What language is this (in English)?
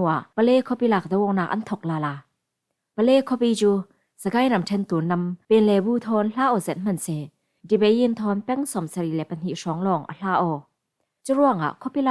Falam Chin